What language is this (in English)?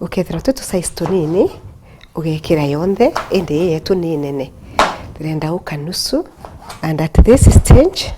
Meru